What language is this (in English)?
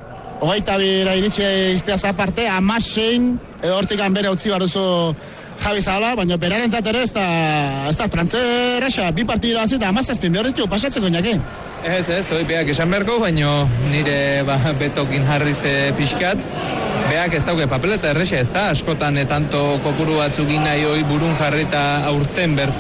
Basque